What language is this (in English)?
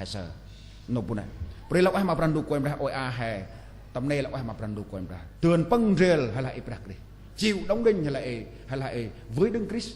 Central Mnong